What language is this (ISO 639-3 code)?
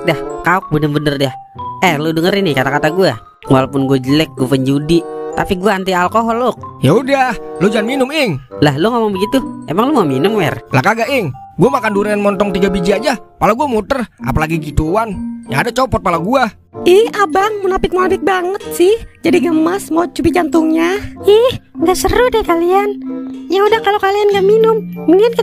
bew